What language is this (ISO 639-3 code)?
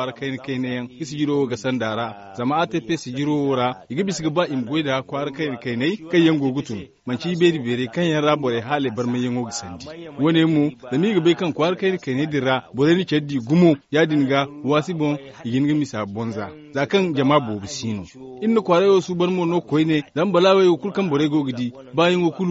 dje